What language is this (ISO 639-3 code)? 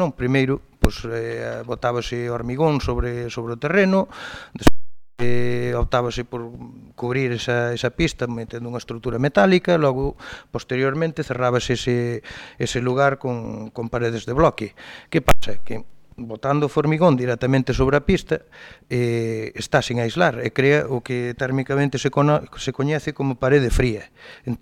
glg